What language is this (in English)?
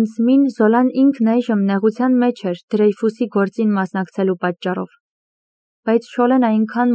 Armenian